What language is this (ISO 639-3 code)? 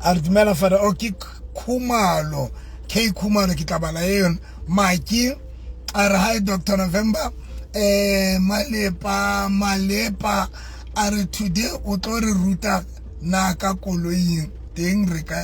sot